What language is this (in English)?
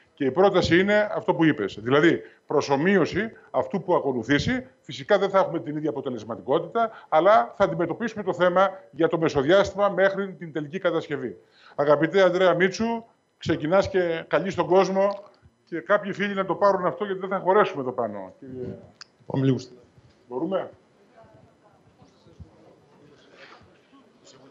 Greek